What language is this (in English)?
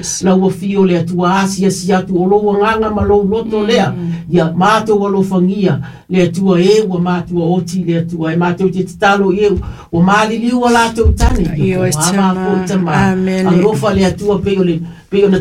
Samoan